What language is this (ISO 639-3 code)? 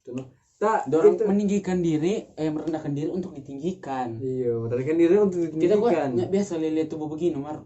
xmm